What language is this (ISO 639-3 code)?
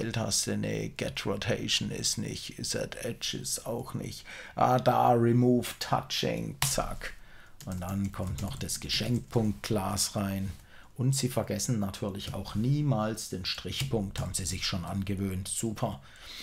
deu